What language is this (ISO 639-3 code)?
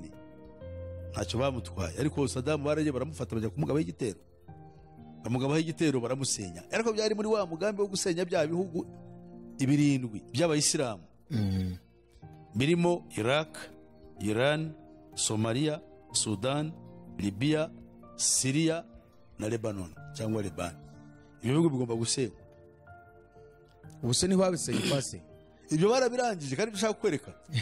kin